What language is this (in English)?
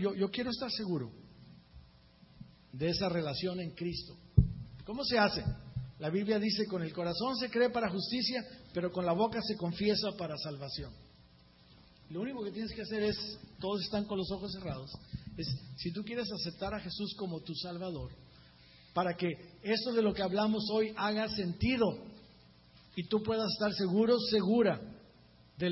Spanish